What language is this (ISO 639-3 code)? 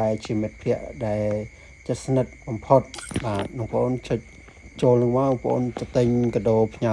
khm